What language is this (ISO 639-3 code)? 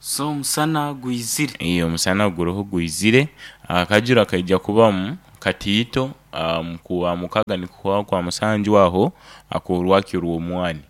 nyo